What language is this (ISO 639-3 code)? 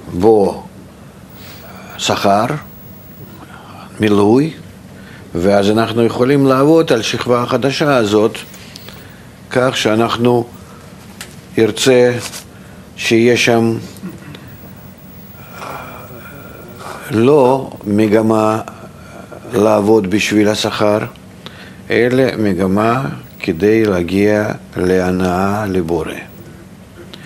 heb